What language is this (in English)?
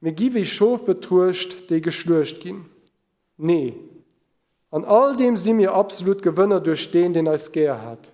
Luxembourgish